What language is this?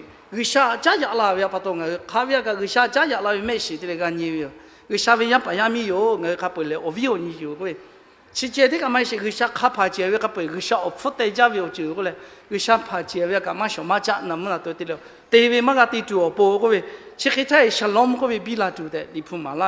Lahu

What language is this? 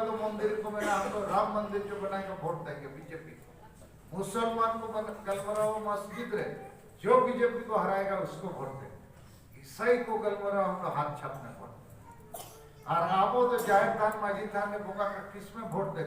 Santali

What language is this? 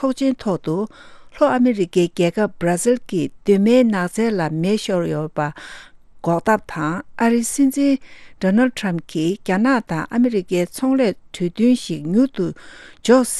Tibetan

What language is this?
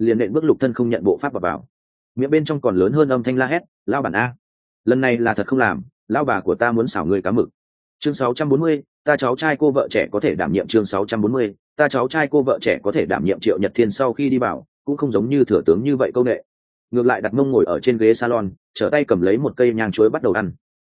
Vietnamese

